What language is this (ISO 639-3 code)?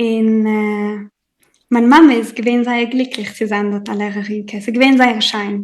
yid